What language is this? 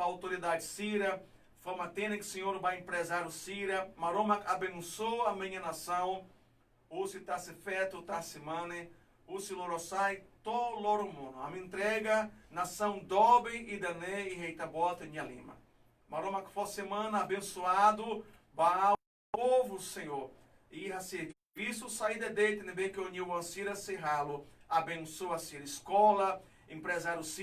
Tetum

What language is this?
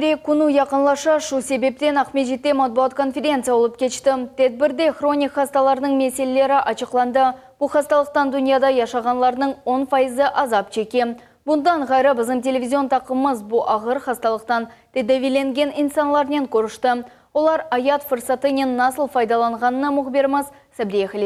Crimean Tatar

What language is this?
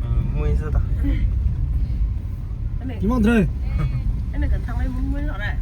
Maram Naga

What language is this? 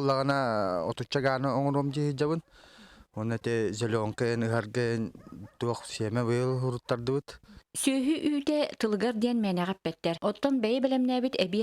Yakut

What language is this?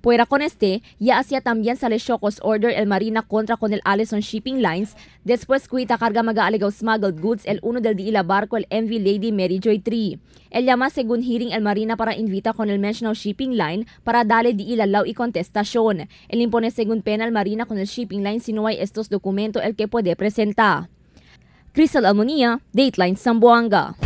Chavacano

